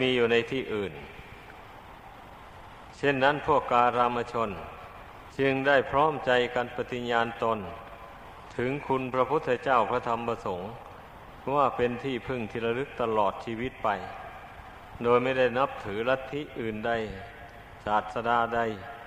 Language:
Thai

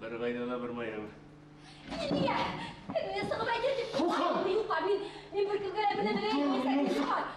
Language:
Bashkir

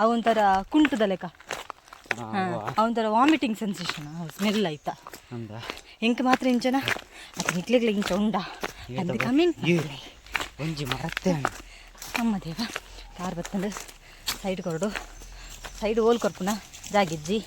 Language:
Tulu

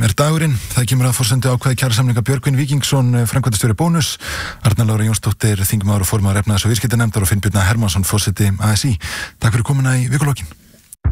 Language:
Icelandic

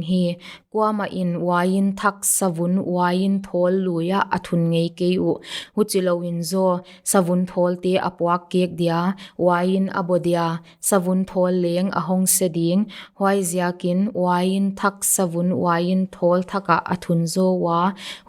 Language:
Paite Chin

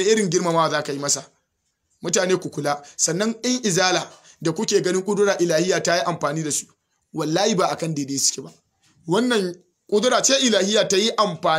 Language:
Hausa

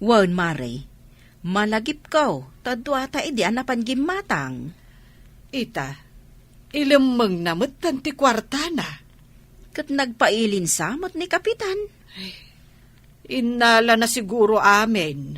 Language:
Iloko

